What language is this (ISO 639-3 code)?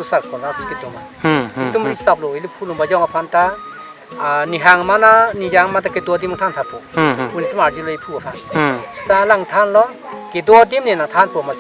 mjw